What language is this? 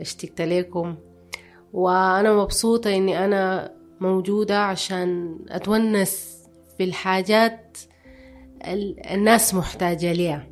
Sudanese Arabic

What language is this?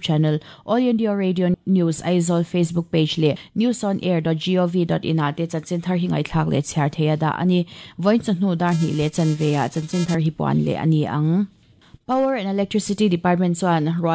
Mizo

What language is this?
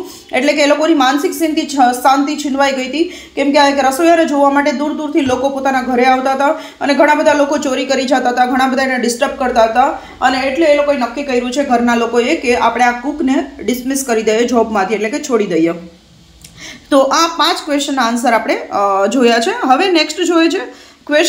Gujarati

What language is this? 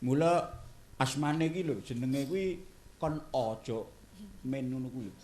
Javanese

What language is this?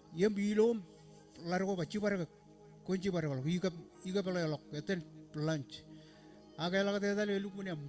Marshallese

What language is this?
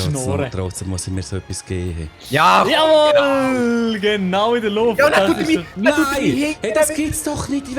Swiss German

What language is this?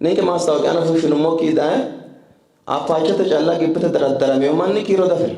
Sidamo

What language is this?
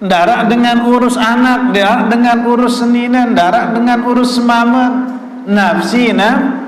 Sasak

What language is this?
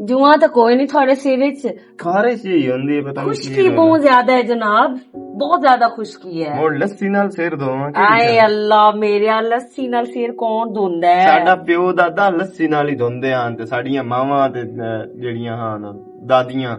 Western Panjabi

